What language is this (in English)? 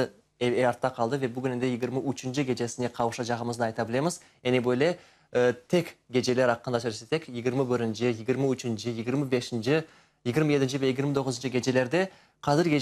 Crimean Tatar